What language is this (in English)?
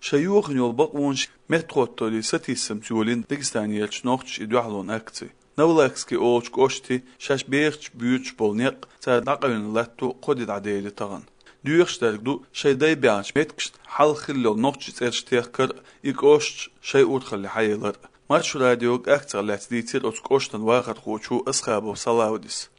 Chechen